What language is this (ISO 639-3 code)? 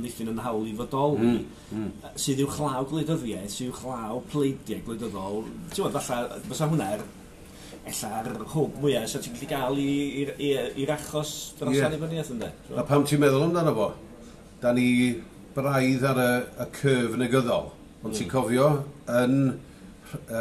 cym